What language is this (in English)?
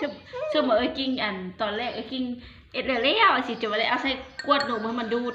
Lao